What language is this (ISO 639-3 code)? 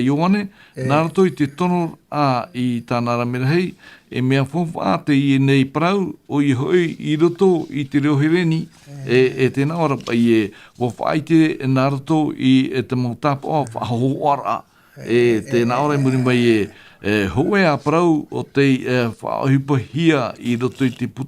tah